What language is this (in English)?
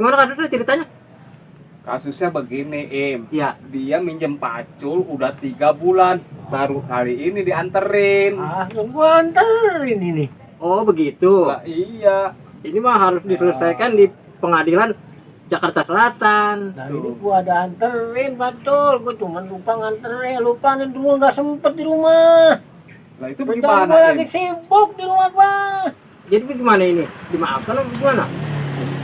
Betawi